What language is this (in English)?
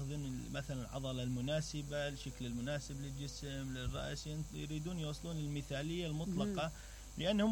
Mesopotamian Arabic